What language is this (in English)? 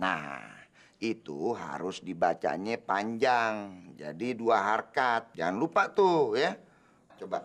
Betawi